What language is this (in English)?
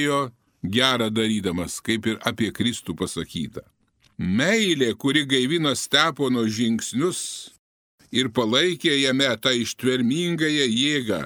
Lithuanian